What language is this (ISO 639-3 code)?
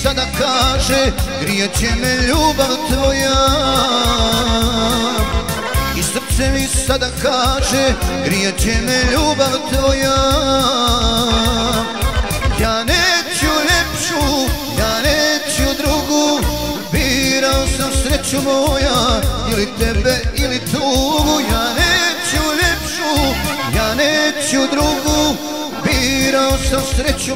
bos